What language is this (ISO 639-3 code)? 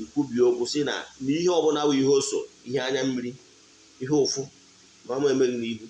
ibo